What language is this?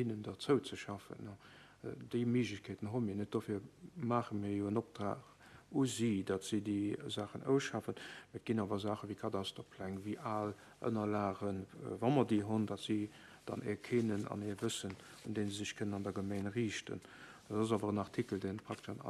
Luxembourgish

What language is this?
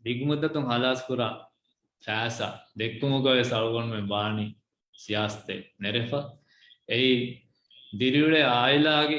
Divehi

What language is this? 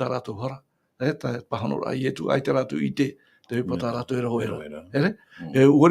Tahitian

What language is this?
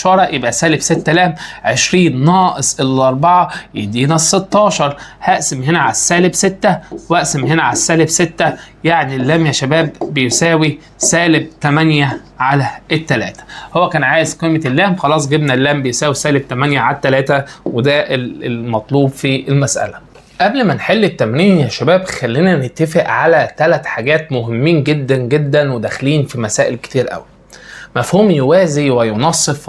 Egyptian Arabic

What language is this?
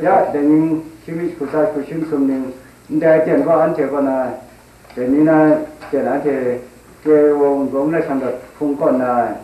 Kachin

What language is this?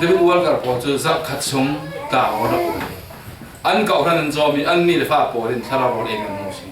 Falam Chin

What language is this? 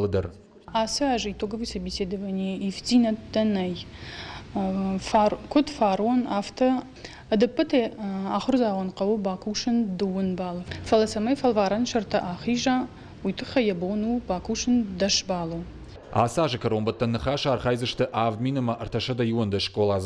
Ossetic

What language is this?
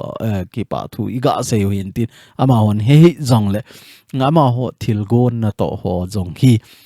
Thado Chin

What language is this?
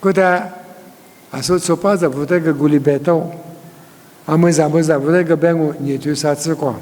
Lisu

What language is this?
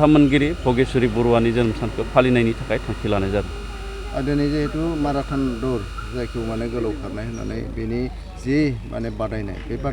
Bodo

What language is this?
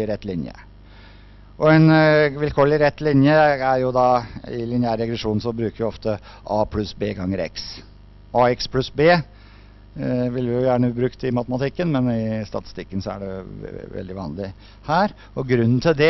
Norwegian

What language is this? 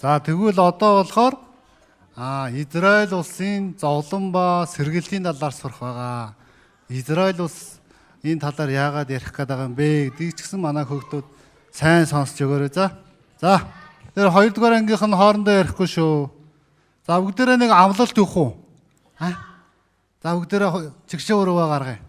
Mongolian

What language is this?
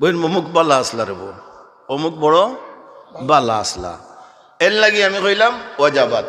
Sylheti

